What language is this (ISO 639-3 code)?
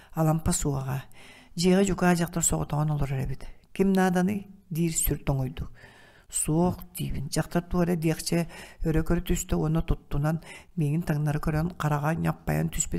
sah